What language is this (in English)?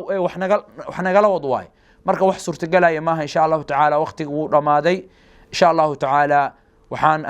Somali